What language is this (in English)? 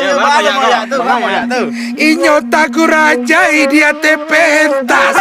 Minangkabau